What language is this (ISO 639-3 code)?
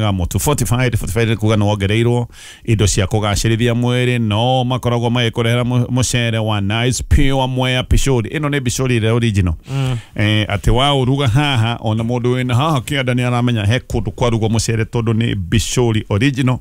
kik